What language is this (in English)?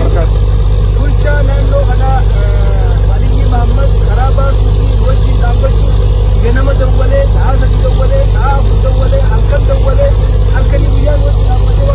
Oromo